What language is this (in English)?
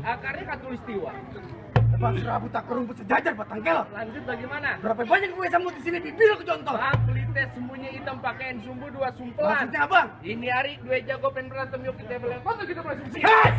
Betawi